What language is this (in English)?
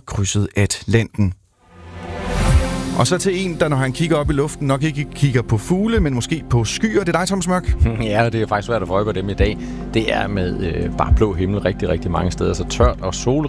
Danish